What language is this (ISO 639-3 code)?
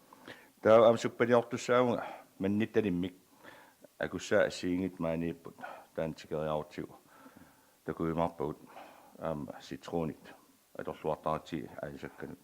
kal